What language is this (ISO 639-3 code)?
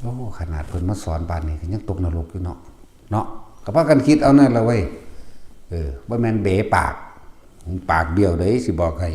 tts